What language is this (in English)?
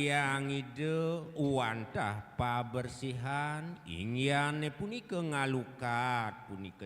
Balinese